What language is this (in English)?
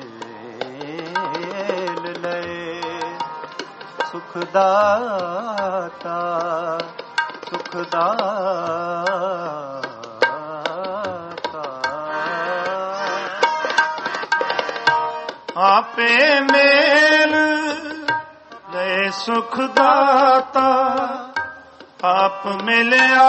Punjabi